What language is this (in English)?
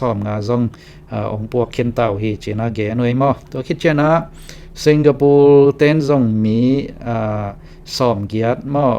Tedim Chin